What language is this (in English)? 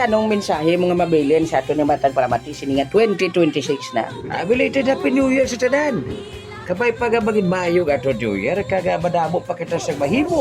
Hiligaynon